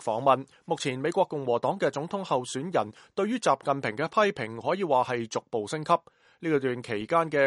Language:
Cantonese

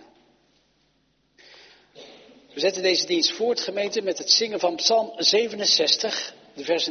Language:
Dutch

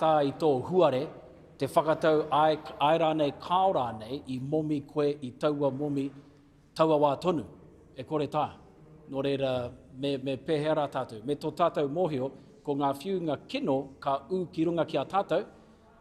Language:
Māori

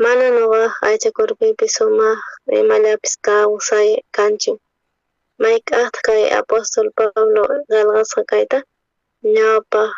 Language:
South Bolivian Quechua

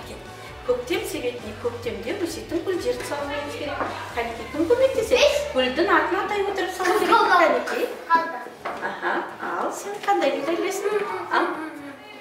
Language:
Kazakh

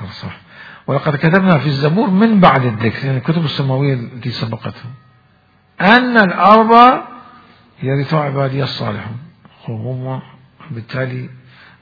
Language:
Mesopotamian Arabic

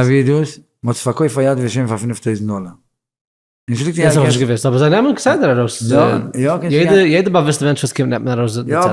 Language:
Yiddish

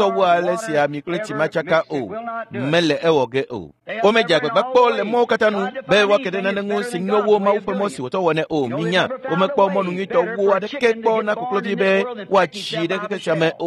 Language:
Ewe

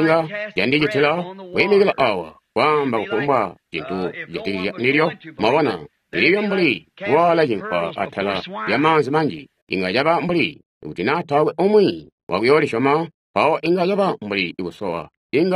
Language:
Tonga (Zambia)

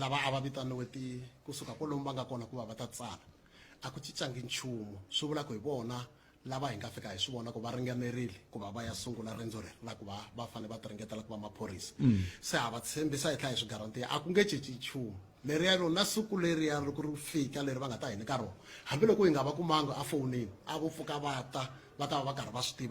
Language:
Tsonga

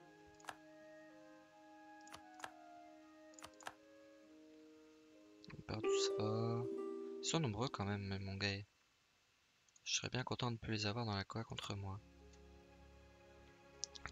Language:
French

